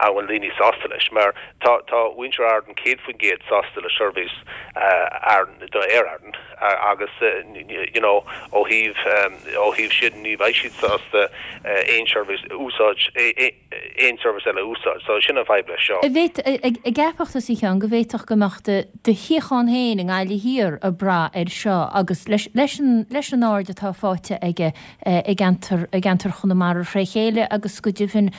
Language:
Irish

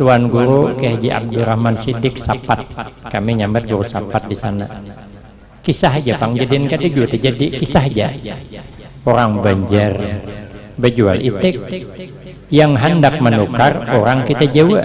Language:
Banjar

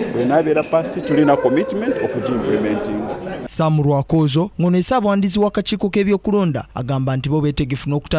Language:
Ganda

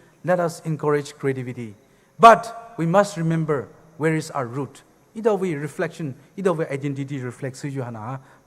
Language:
Poumei Naga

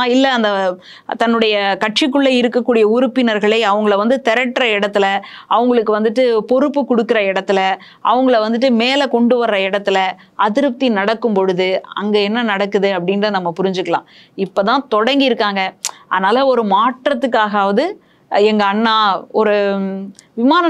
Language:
Tamil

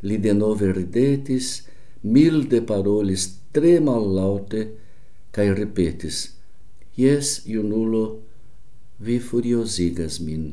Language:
Esperanto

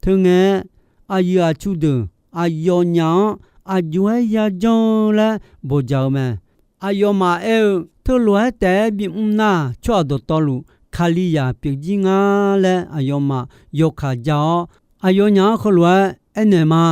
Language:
Akha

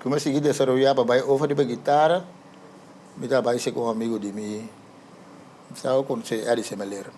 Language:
Papiamento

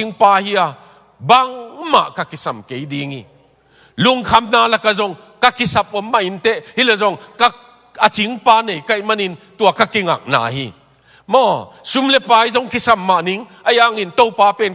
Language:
Tedim Chin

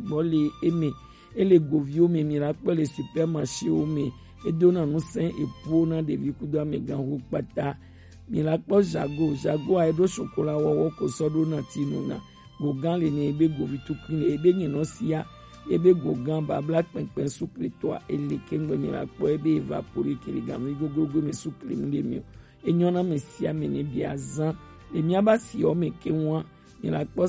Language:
Gen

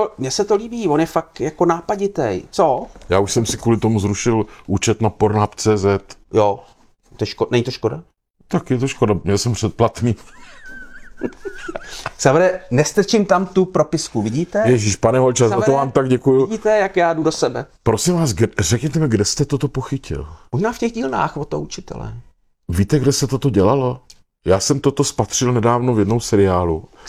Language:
Czech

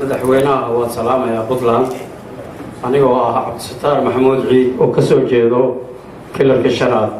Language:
Somali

